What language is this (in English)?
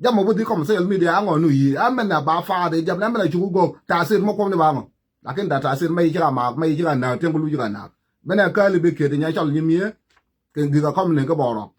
Nuer